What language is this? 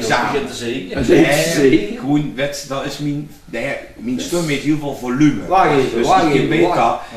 Limburgish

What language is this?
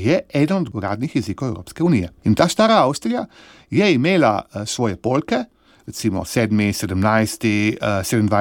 Slovenian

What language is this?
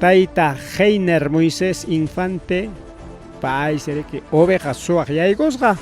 Ayacucho Quechua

